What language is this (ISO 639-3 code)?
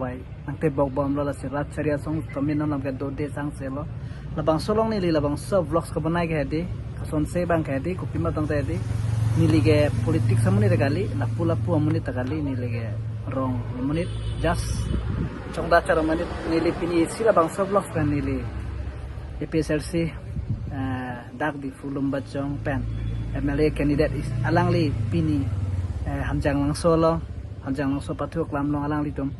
mjw